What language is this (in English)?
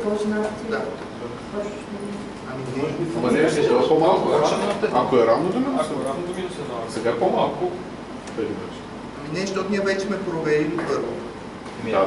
Bulgarian